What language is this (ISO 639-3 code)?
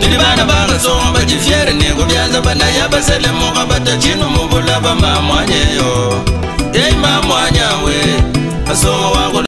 lua